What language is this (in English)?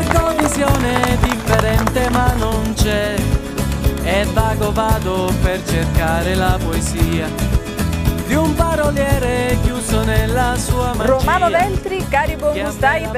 Italian